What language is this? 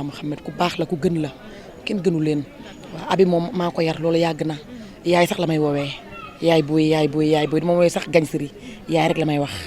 Wolof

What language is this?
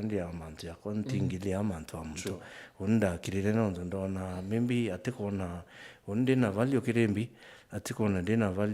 Meru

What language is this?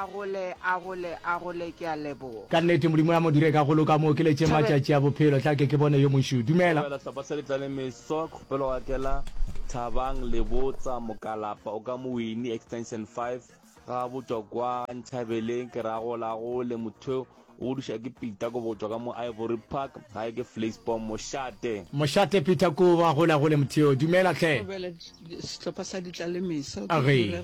Northern Sotho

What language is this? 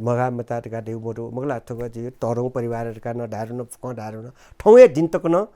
Newari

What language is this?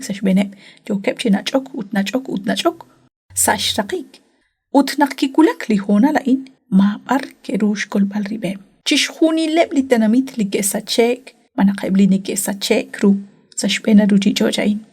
Kekchí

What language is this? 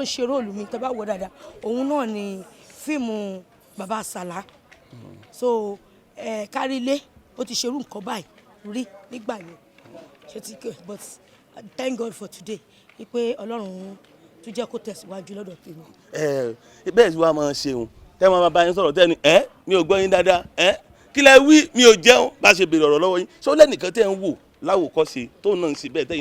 Yoruba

